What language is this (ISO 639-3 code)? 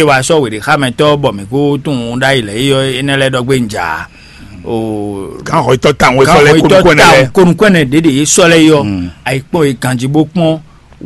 fon